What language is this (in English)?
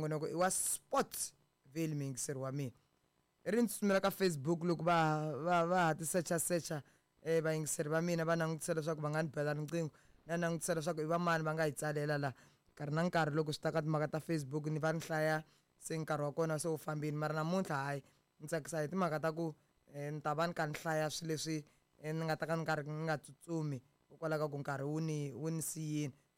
Tsonga